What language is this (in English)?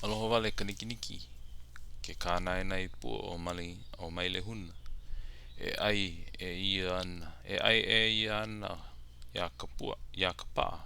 Hawaiian